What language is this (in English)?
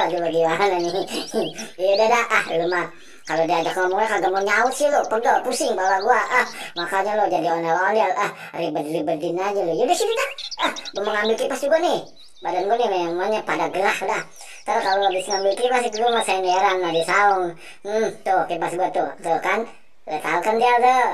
Betawi